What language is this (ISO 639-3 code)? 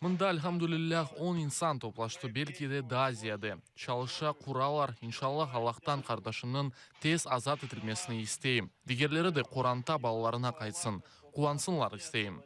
crh